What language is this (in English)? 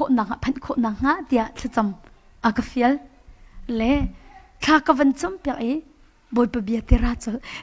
Hakha Chin